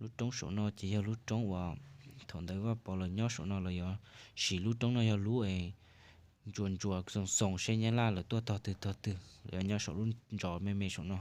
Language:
Hmong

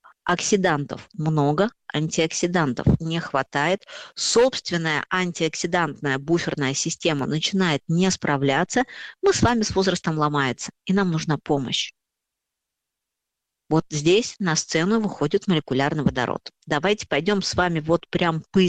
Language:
Russian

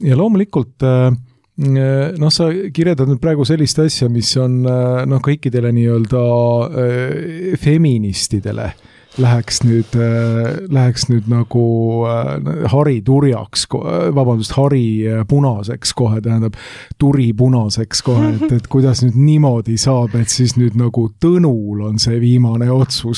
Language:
Estonian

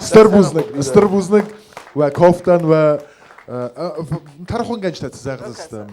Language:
Ossetic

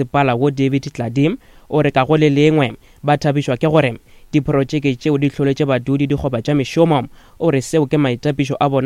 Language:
Northern Sotho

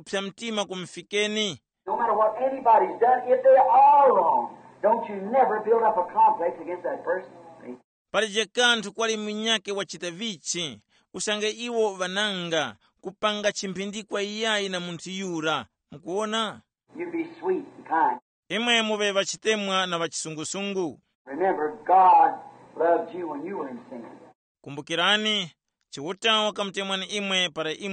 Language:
Tumbuka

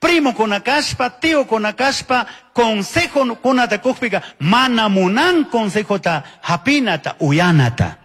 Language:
Chimborazo Highland Quichua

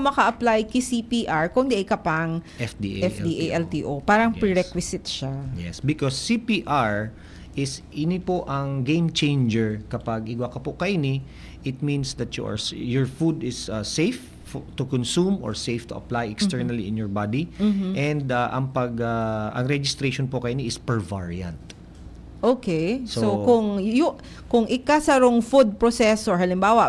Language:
Bikol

